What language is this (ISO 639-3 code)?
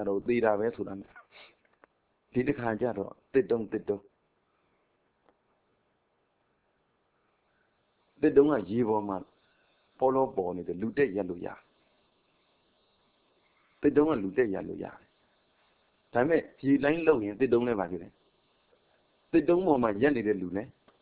mya